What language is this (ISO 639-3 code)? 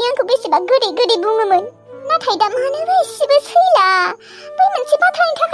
brx